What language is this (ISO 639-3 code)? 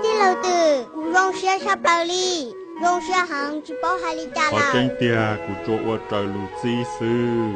hmn